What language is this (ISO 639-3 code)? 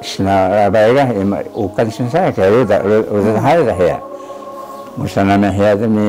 trv